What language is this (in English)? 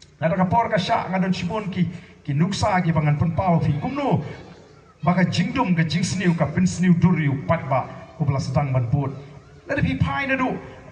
Khasi